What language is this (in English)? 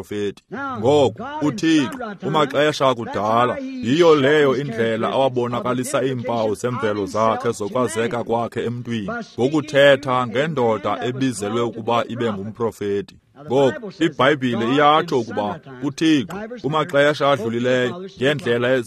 Xhosa